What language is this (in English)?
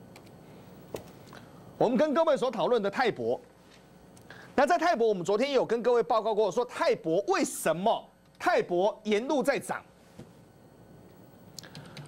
Chinese